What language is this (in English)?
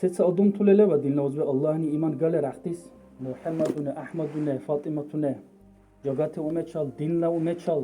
Dargwa